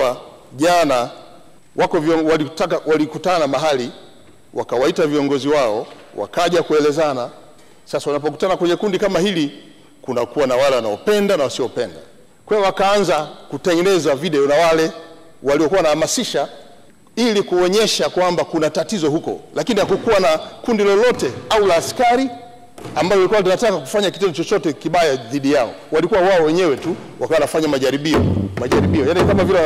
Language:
Swahili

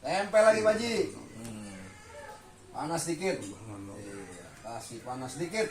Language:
Betawi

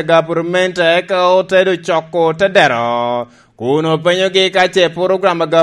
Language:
Lango (Uganda)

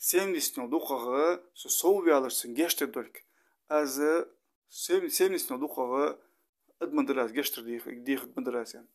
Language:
Ingush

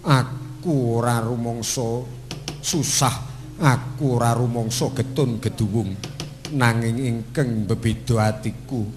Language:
Javanese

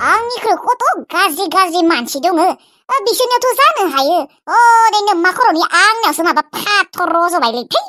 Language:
Bodo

